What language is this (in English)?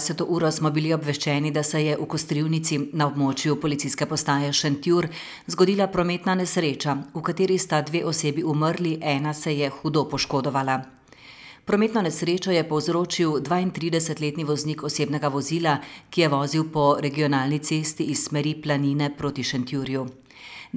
Slovenian